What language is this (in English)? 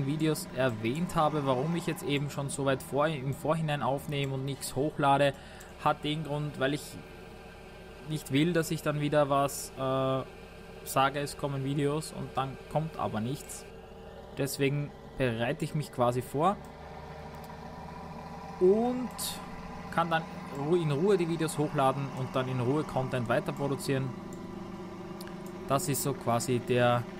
German